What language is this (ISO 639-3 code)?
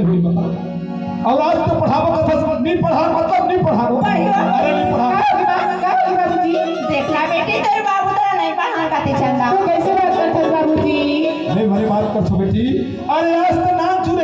hne